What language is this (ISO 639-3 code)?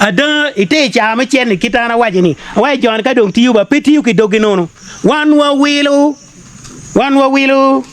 ach